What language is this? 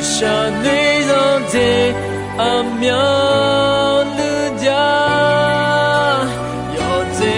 Akha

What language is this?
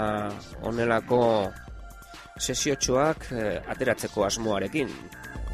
Basque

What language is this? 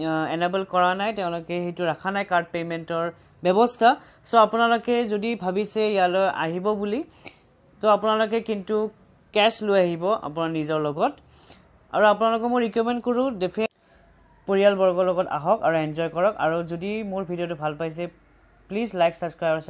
Assamese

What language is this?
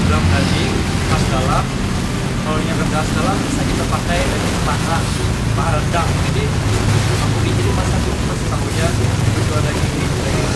Banjar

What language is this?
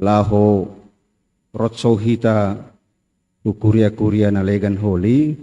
Batak Simalungun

